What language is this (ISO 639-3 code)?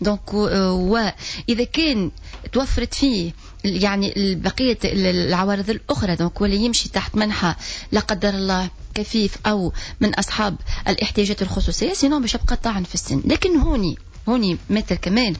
aeb